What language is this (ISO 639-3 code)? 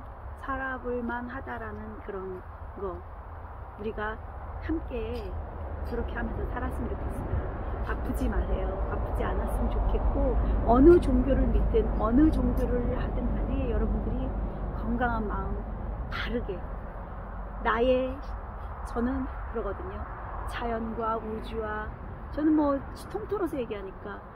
kor